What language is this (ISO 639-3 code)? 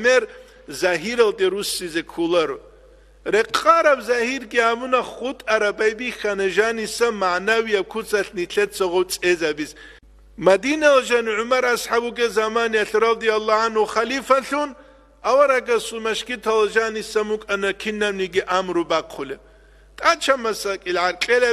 ava